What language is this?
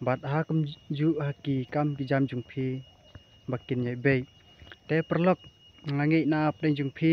Khasi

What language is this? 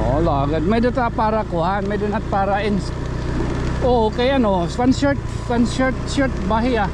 Waray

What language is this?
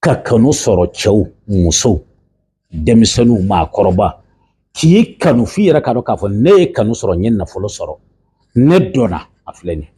Bambara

